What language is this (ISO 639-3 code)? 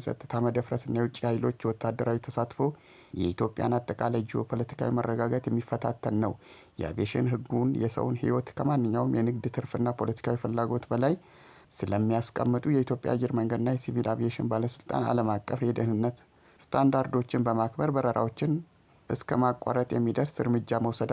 amh